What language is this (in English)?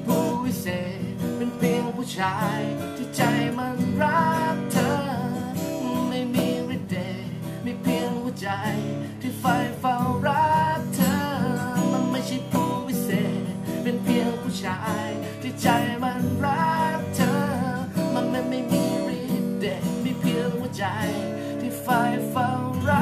Thai